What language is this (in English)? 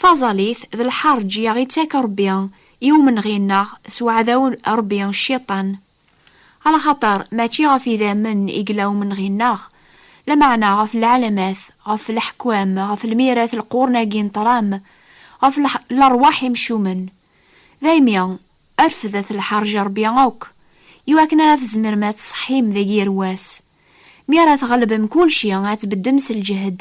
Kabyle